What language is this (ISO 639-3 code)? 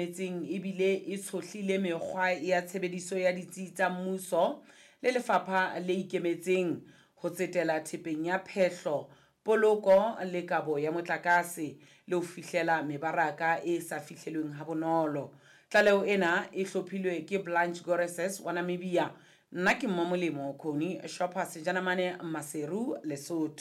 sot